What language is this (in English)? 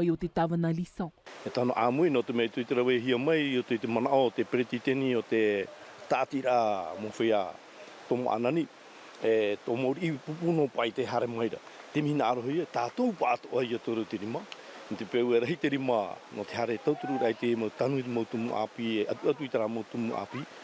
Tahitian